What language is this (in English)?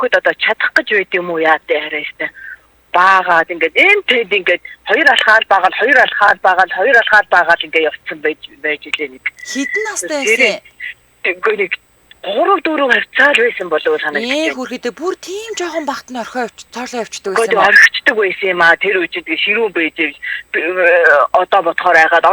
Mongolian